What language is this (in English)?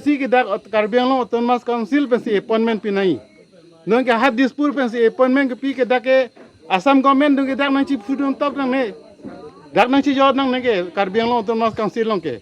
Karbi